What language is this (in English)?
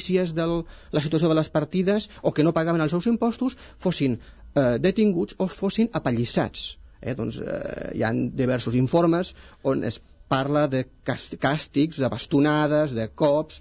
Catalan